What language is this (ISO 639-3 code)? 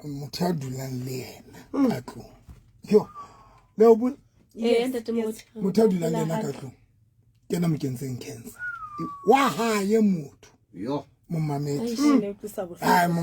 sot